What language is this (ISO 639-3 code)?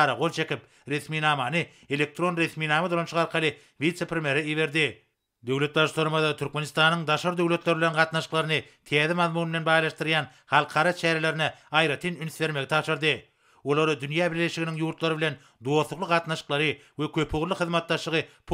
tuk